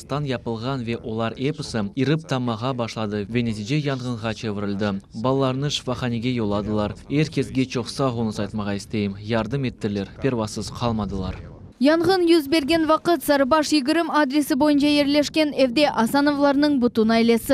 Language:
Crimean Tatar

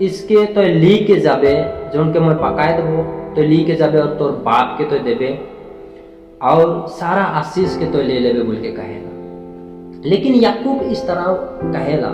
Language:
Sadri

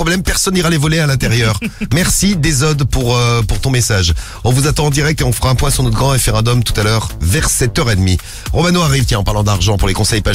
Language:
French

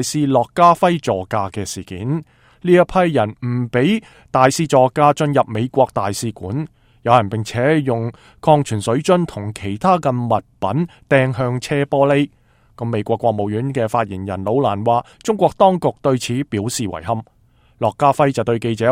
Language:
Cantonese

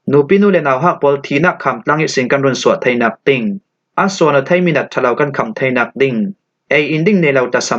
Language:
Falam Chin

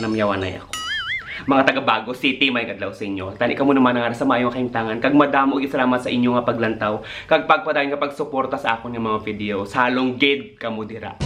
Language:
Hiligaynon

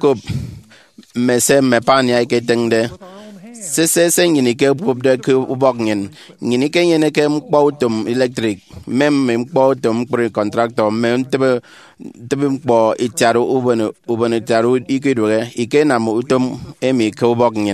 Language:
Efik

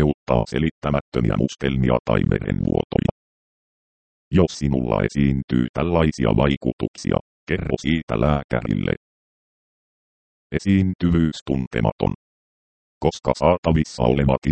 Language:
Finnish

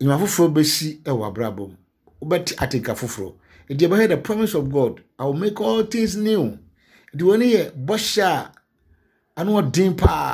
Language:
Akan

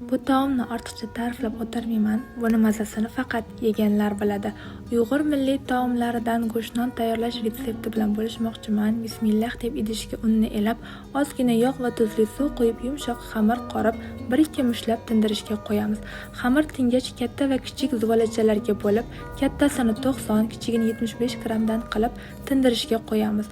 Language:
Uzbek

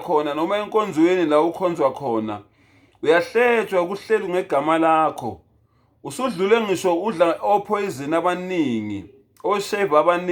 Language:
Zulu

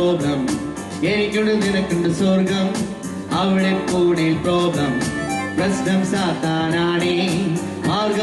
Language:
Malayalam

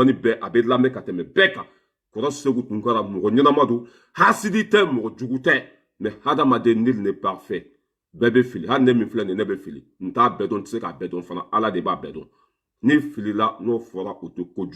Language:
Bambara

